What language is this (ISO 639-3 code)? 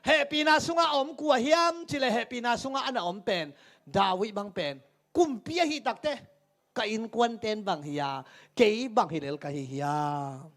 ctd